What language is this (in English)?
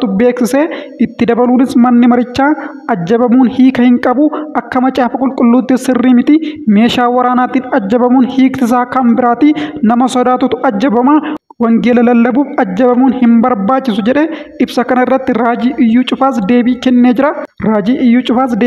Oromo